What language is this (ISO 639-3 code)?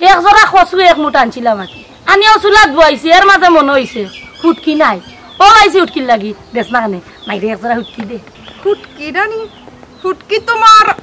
syl